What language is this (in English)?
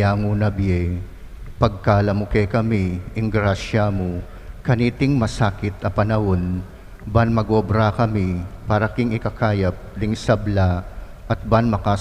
Pampanga